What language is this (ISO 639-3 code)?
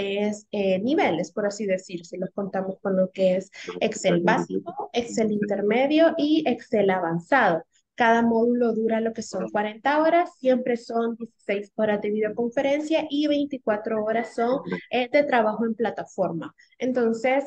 spa